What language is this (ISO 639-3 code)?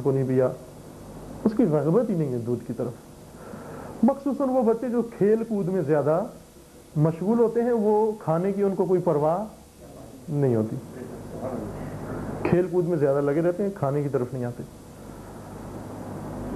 urd